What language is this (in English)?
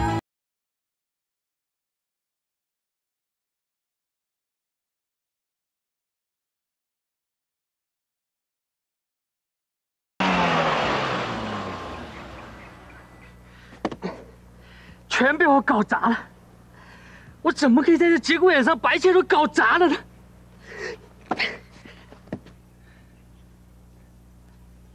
Chinese